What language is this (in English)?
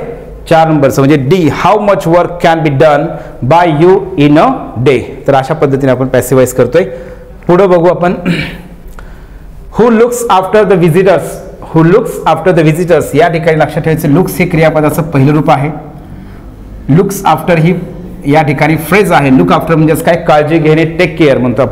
Marathi